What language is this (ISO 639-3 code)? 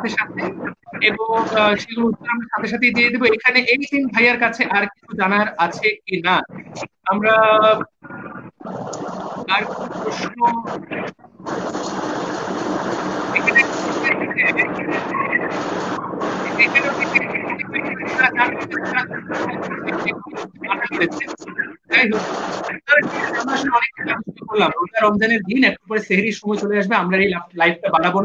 ben